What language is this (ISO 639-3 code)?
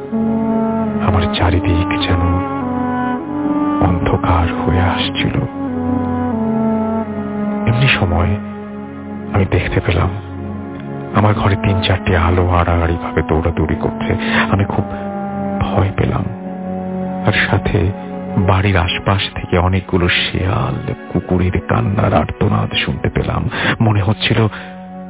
ben